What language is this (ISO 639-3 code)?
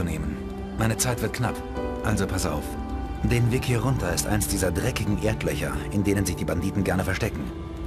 bar